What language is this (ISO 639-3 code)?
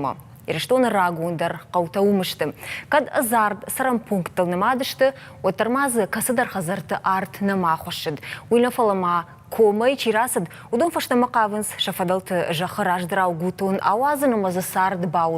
oss